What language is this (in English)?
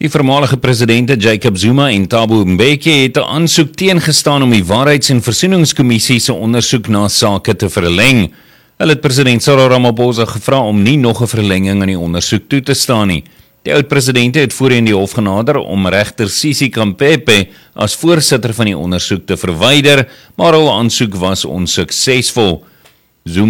Afrikaans